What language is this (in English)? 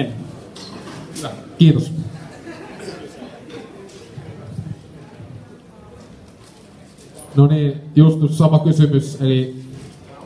Finnish